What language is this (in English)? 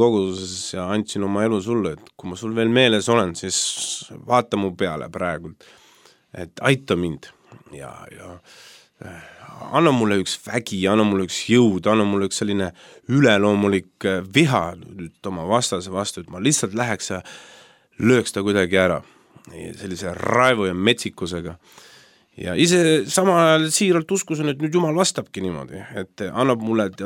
Estonian